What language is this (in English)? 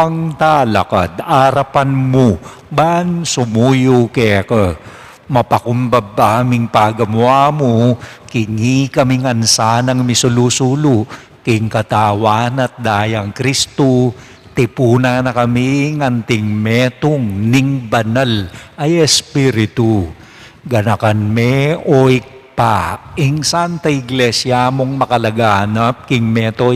Pampanga